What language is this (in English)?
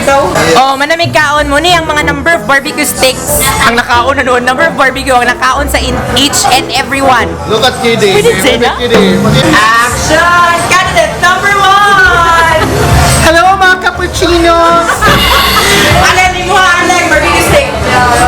Cebuano